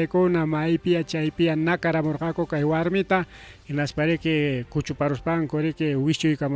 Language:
Ayacucho Quechua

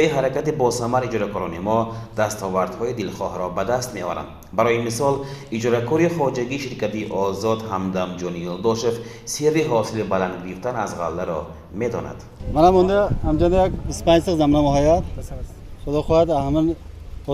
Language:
Tajik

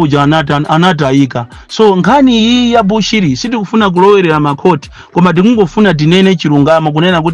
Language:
Nyanja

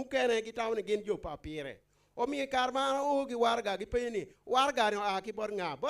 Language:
Acoli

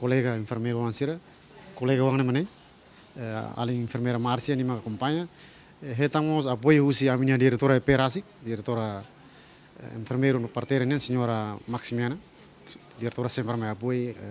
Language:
Tetum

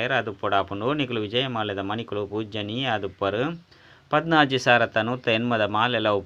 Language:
Tulu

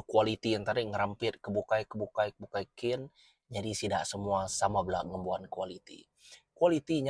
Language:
Iban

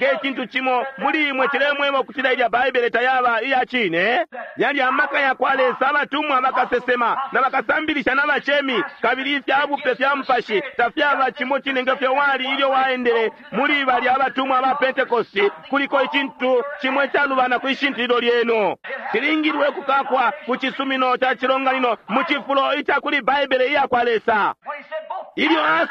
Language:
Bemba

